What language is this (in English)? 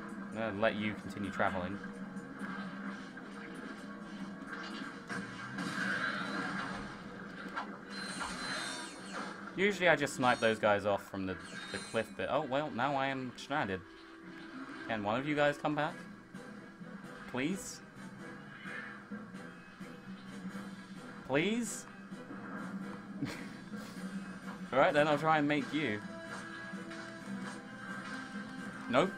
English